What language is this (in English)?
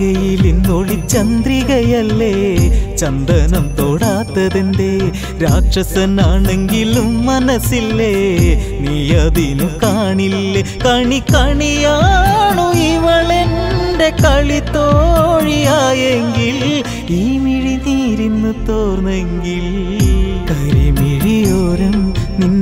Malayalam